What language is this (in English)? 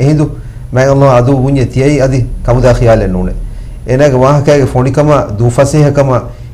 Divehi